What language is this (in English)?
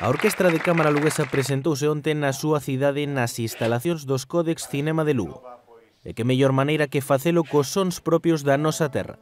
Galician